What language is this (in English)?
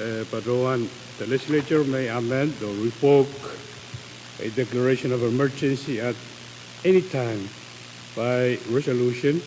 Pohnpeian